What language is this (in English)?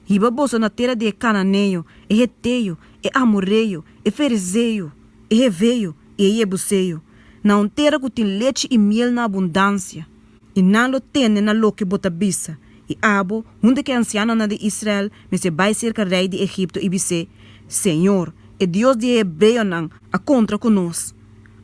Papiamento